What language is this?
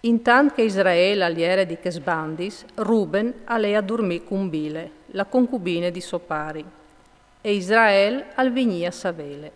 Friulian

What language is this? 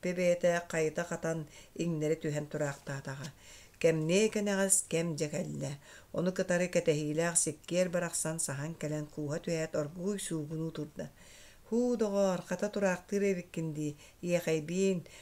Yakut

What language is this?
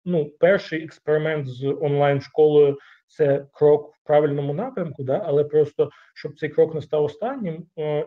Ukrainian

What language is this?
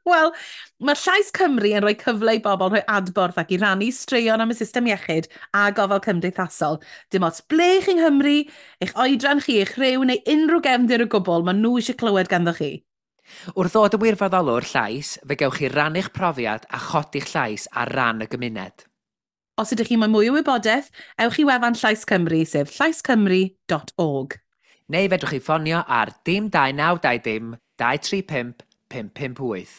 Welsh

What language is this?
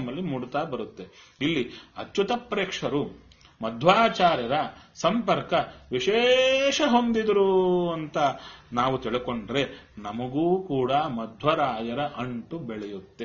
Kannada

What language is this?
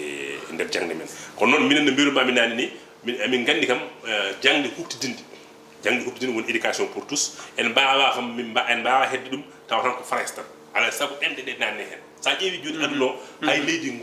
Fula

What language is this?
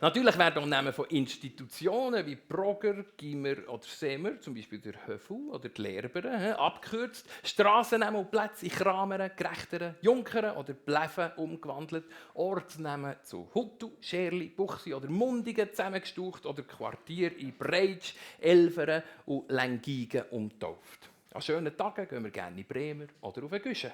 Swiss German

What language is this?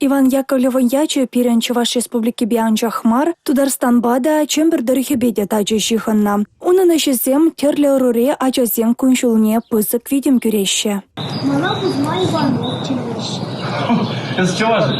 Chuvash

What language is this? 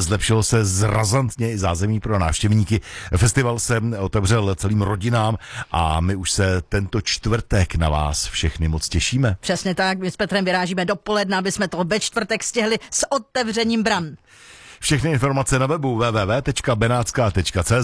Czech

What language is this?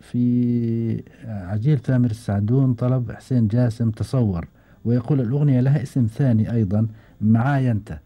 Gulf Arabic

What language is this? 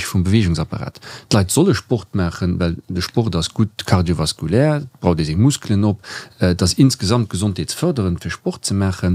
Luxembourgish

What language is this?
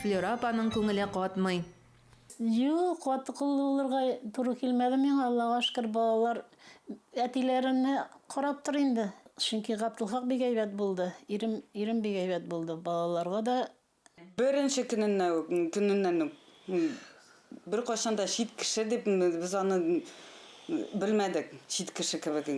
Tatar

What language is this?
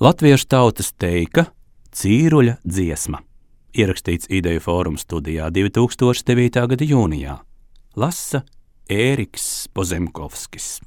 Latvian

